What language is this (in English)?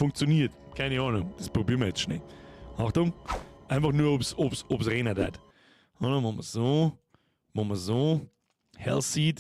Bavarian